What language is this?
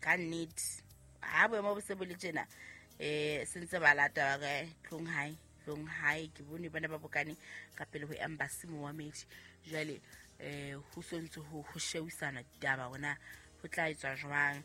Southern Sotho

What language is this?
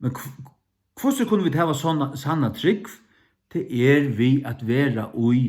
Faroese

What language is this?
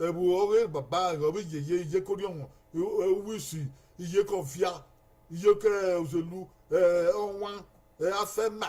Bini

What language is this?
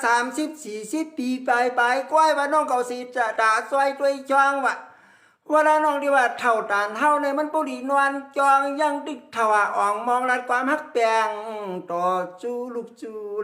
Shan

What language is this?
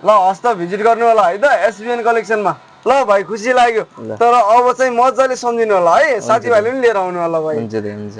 Nepali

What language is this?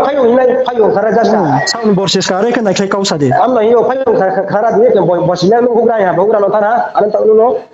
Riang (India)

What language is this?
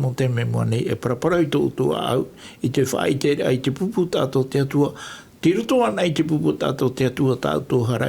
Tahitian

